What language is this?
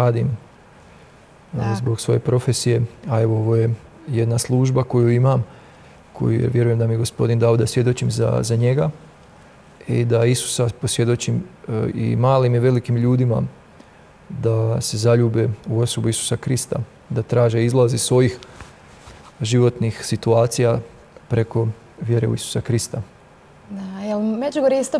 Croatian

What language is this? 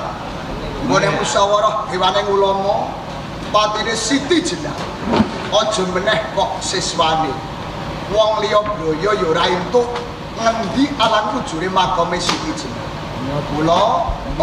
Javanese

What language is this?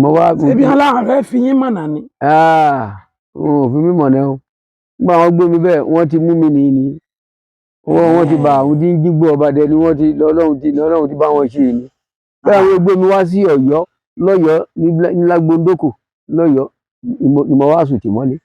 Yoruba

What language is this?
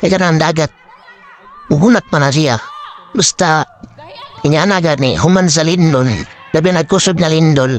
Cebuano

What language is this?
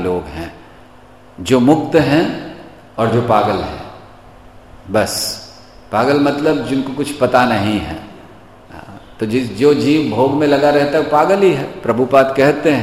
Hindi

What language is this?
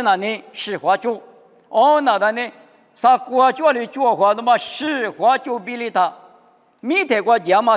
Lisu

